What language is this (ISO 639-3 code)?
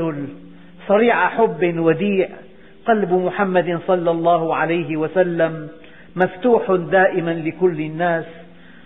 ara